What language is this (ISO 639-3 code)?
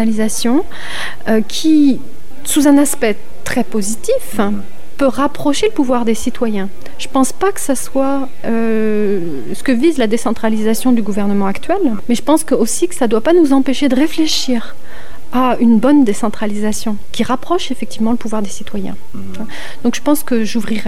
fra